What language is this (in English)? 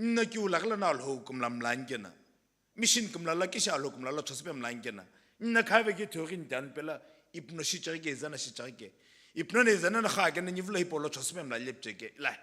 Sumi Naga